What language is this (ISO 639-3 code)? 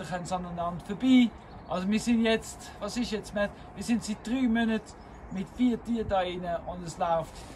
gsw